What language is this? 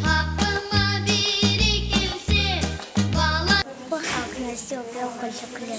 Crimean Tatar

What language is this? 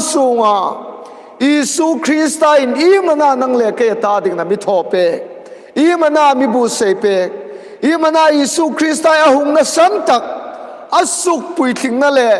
Hmar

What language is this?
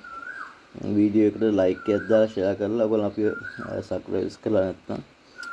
Sinhala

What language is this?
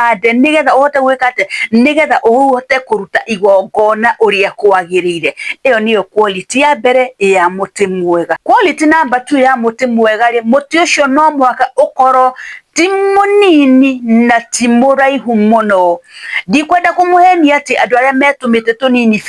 Kikuyu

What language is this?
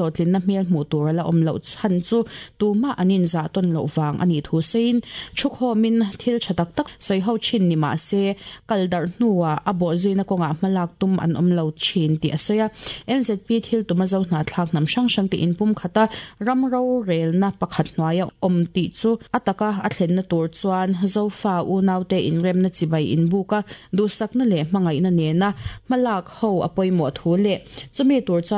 Mizo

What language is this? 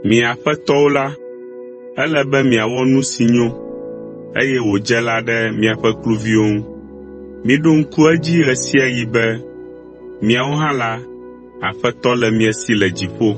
Ewe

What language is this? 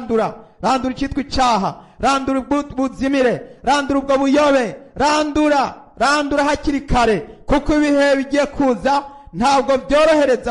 Rundi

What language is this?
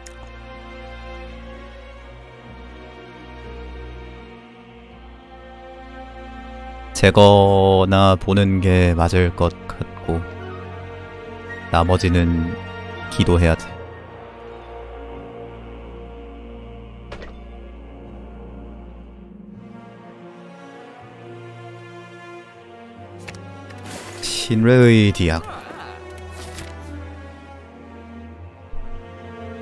Korean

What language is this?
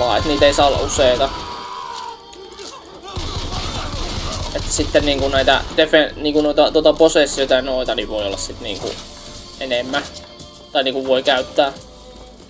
Finnish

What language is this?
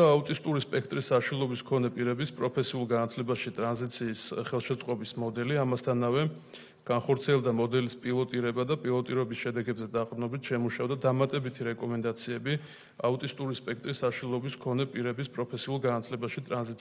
Georgian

